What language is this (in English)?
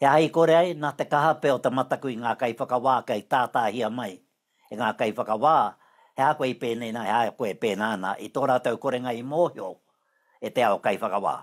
Māori